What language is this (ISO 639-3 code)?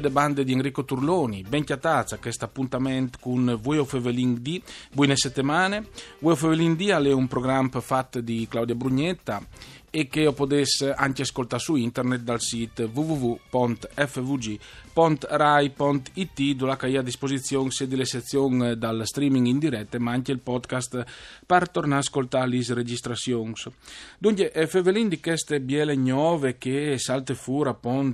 fur